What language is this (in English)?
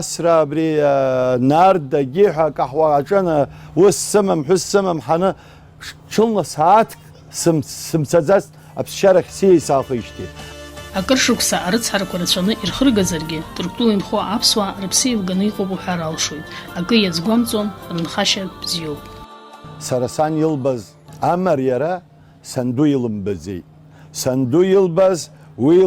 Abkhazian